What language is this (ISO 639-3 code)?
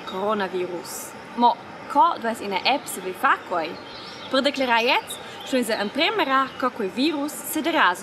roh